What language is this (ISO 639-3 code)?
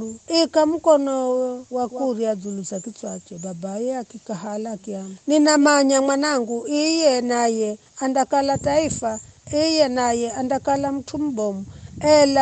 nyf